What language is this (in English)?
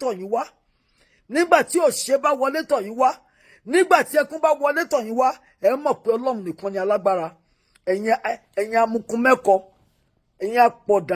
Yoruba